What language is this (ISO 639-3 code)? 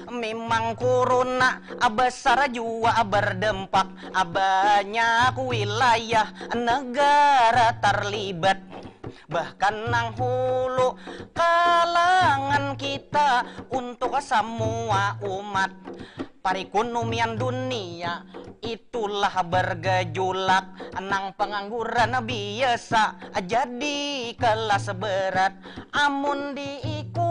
bjn